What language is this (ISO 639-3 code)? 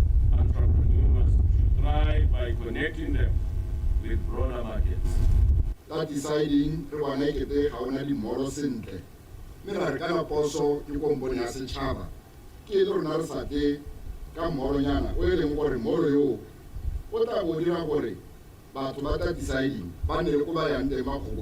tsn